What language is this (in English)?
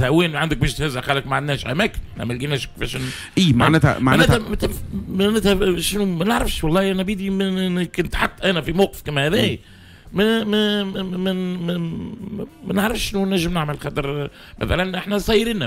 Tunisian Arabic